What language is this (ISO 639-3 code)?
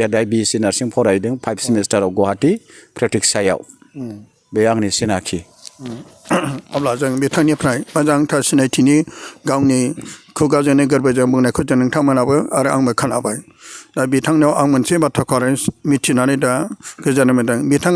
brx